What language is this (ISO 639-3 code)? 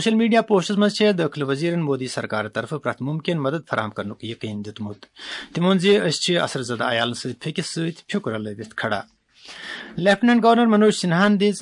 kas